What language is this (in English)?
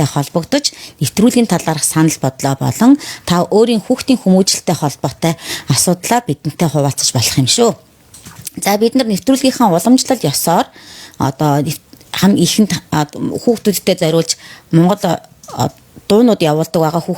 Mongolian